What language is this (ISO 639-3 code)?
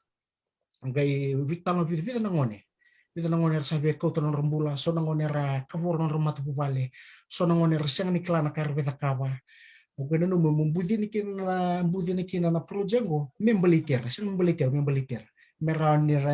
fij